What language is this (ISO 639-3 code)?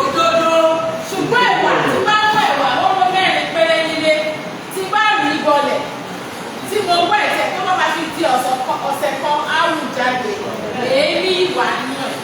yor